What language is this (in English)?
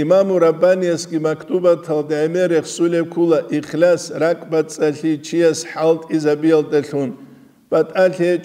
Avaric